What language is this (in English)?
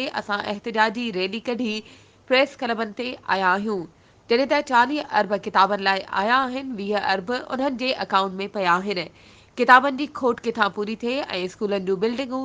Sindhi